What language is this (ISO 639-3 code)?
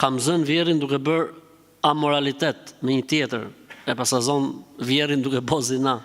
sqi